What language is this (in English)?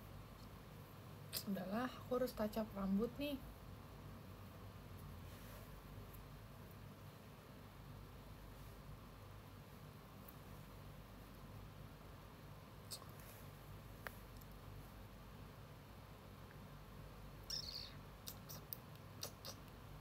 Indonesian